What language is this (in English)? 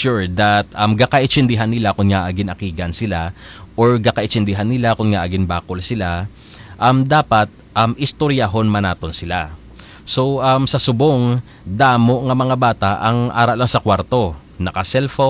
Hiligaynon